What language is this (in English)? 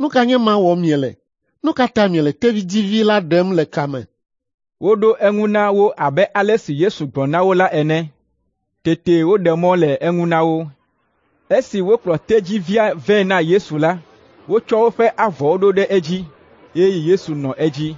Ewe